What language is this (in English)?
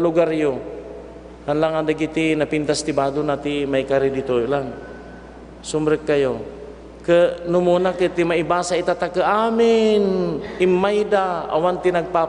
Iloko